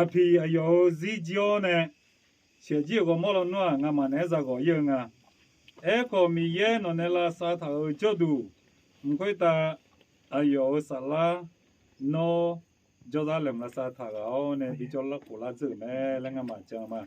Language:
Akha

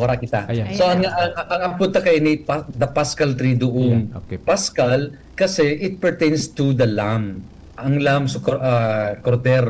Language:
Bikol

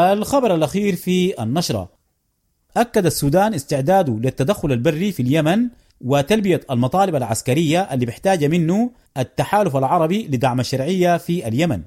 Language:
Sudanese Arabic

